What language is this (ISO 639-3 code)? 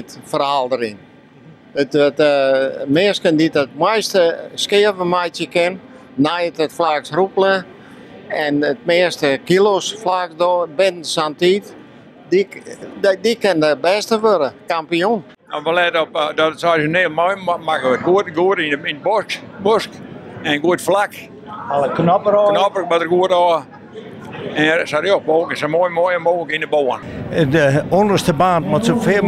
fry